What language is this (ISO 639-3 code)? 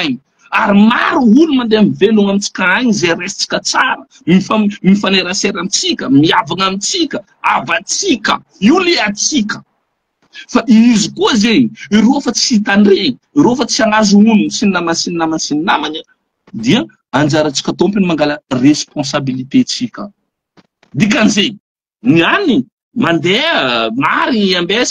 mlg